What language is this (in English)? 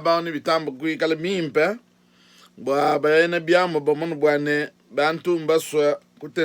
Luba-Lulua